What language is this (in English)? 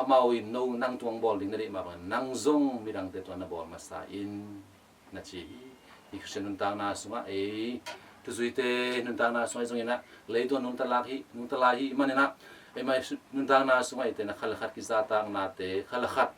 Tedim Chin